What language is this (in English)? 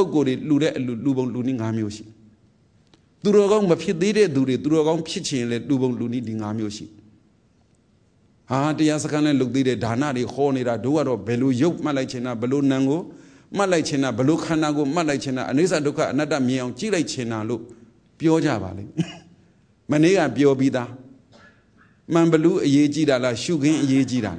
Burmese